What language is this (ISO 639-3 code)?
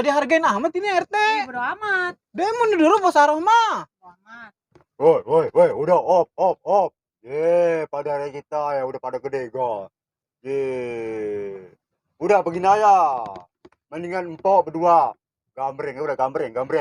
bew